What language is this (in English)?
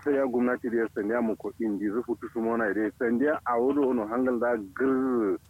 Kanuri